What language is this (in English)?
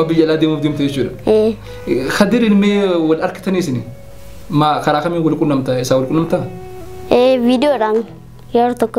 Oromo